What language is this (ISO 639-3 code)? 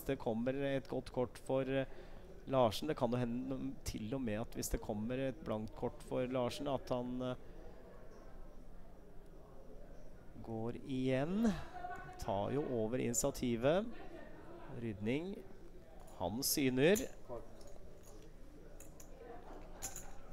nor